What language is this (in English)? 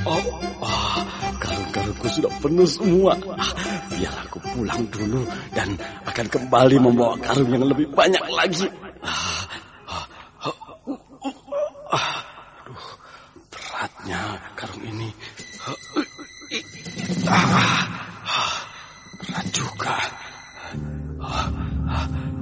Indonesian